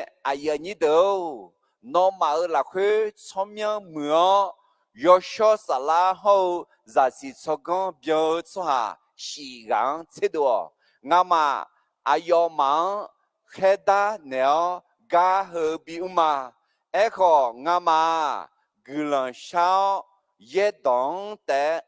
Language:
Akha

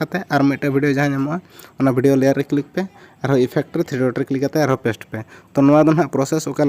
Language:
Santali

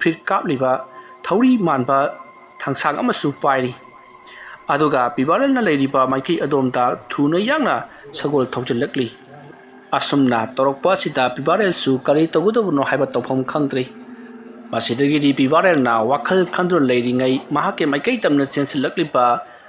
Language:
Manipuri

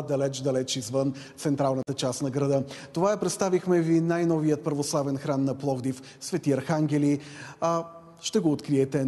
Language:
Bulgarian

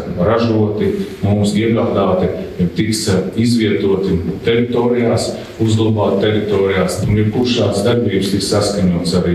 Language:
Latvian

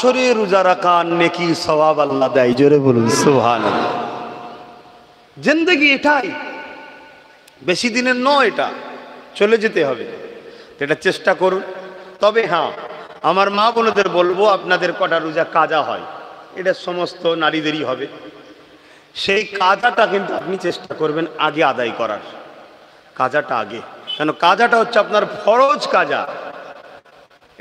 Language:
Bangla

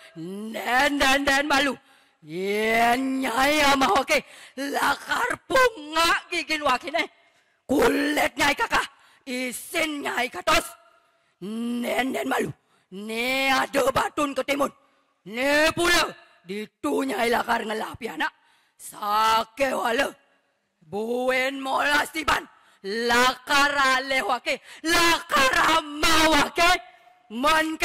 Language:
Balinese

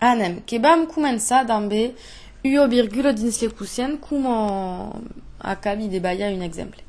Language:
Occitan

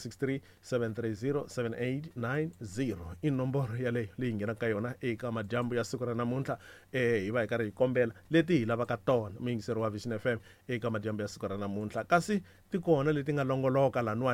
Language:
Tsonga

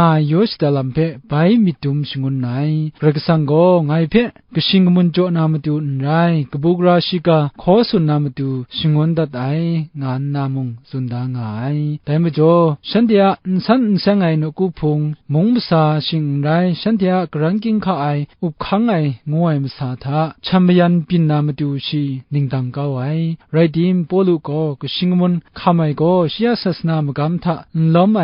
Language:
Kachin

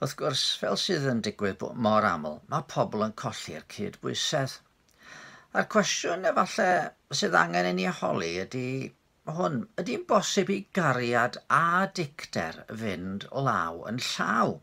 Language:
Welsh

